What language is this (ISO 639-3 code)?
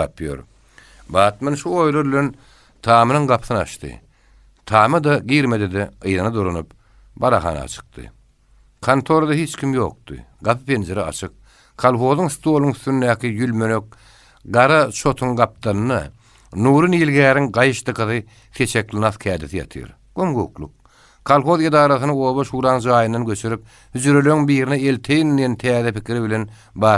tuk